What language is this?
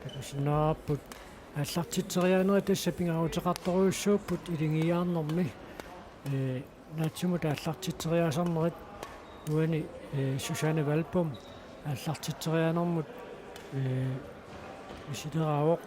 Kalaallisut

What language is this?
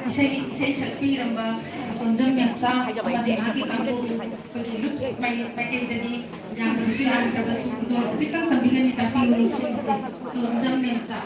Manipuri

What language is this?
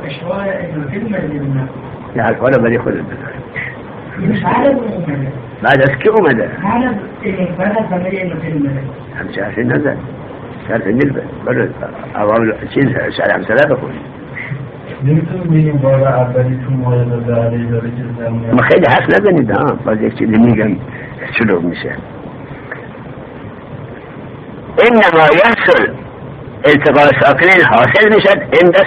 Persian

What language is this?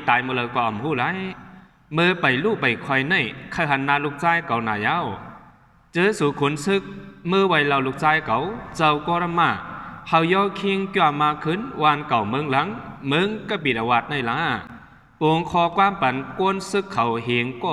Shan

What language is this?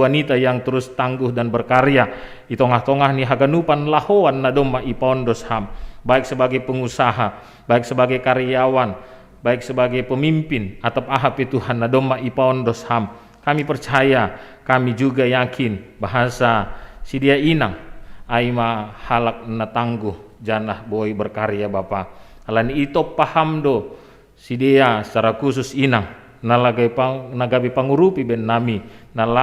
Batak Simalungun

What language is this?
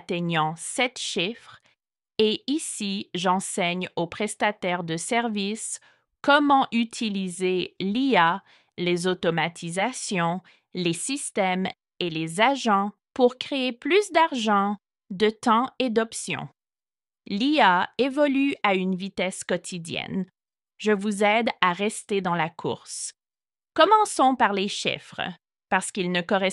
French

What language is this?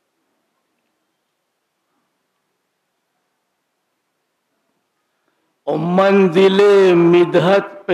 Urdu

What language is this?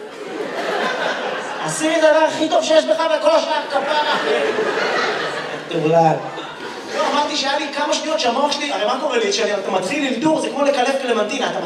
Hebrew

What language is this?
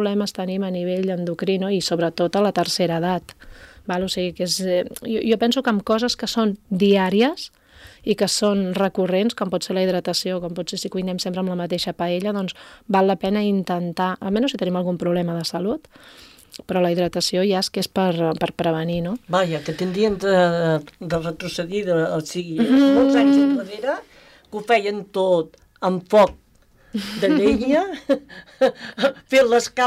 Catalan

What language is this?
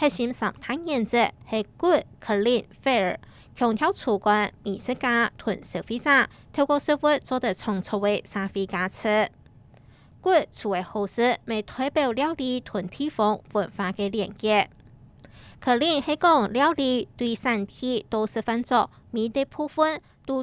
Hakka Chinese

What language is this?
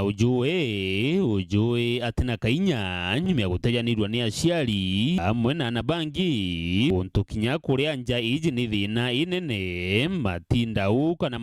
Meru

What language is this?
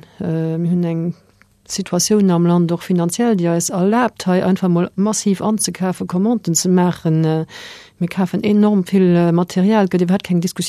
Luxembourgish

